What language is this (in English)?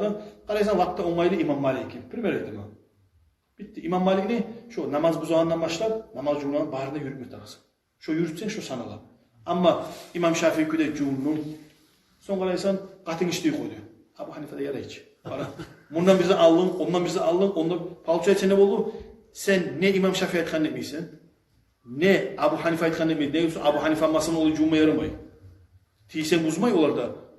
Kumyk